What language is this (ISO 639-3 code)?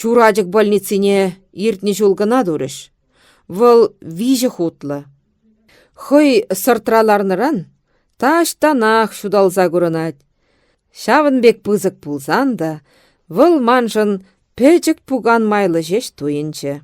chv